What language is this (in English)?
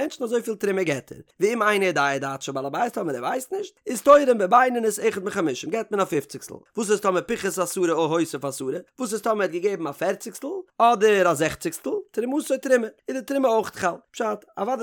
Yiddish